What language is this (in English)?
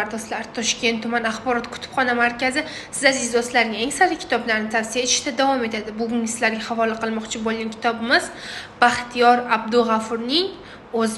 Uzbek